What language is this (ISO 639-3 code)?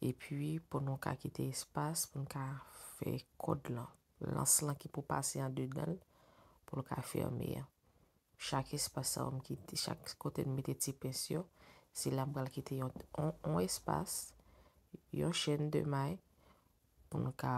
hat